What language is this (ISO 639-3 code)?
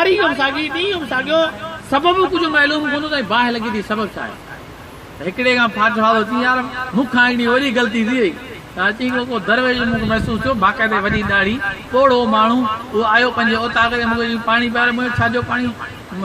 snd